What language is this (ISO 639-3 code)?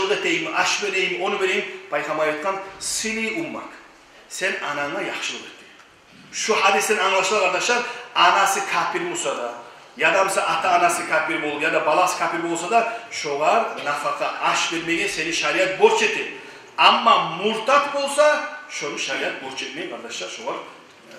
kum